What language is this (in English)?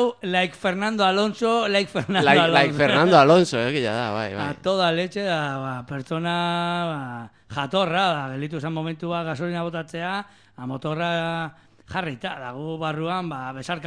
Basque